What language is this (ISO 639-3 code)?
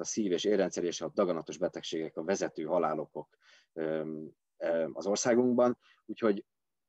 hun